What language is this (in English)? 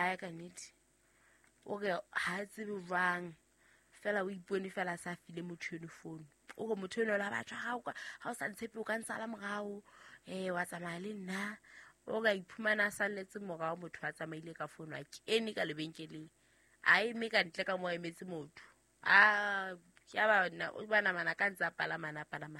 Southern Sotho